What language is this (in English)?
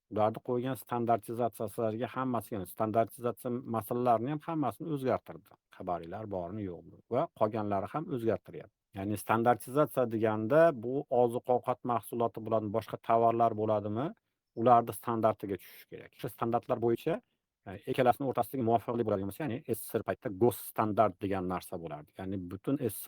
Uzbek